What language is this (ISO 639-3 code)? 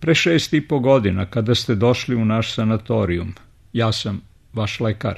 srp